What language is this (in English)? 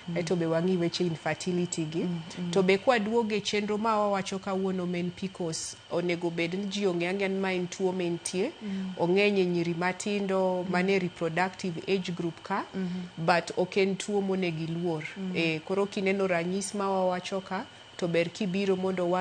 Luo (Kenya and Tanzania)